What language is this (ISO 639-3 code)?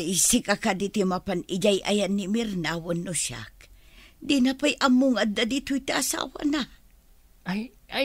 ilo